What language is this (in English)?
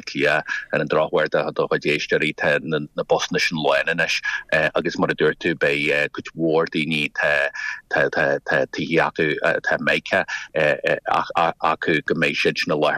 Irish